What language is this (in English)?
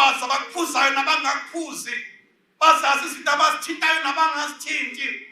Zulu